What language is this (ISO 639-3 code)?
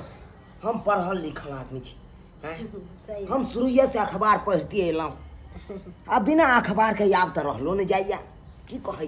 mai